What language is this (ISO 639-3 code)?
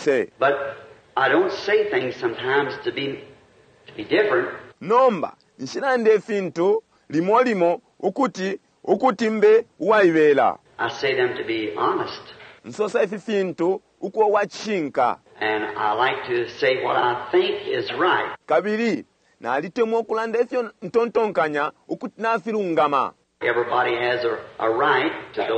bem